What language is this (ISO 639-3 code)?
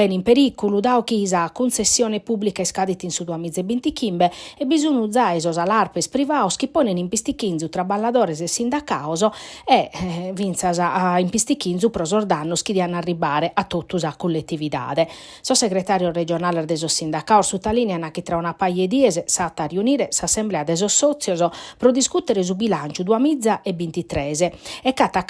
srd